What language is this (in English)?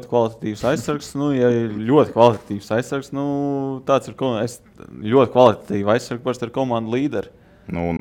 Latvian